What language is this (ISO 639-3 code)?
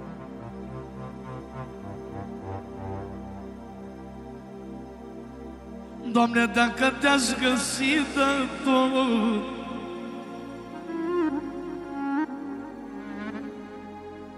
ron